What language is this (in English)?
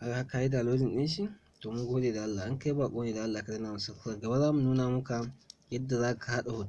Hausa